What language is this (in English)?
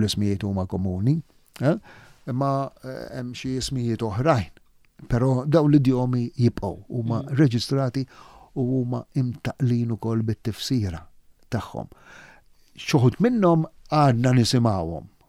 Maltese